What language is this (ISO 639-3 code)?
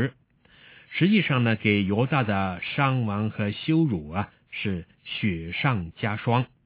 zho